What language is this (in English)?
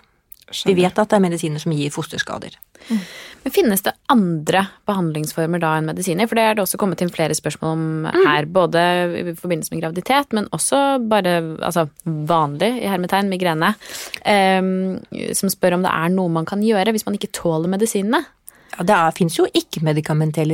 Norwegian